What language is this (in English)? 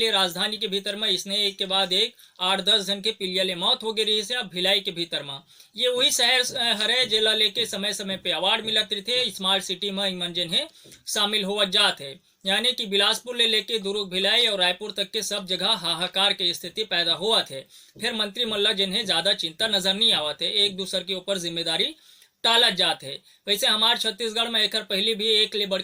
Chhattisgarhi